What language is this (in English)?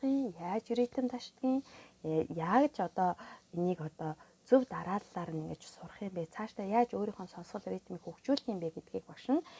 Mongolian